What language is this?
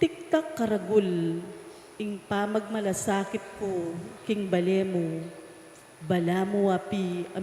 Pampanga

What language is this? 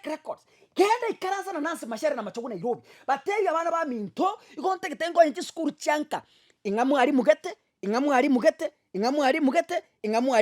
Gusii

